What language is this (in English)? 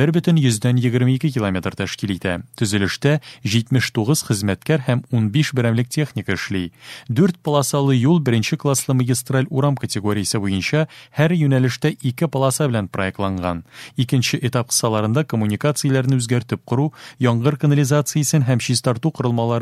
Tatar